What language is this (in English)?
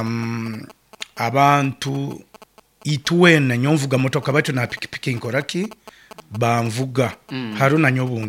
Nyoro